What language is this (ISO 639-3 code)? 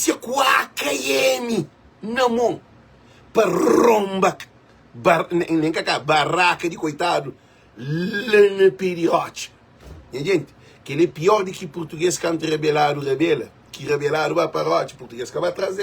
kea